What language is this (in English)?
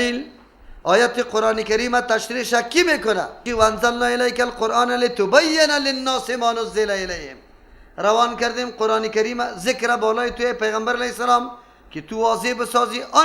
Persian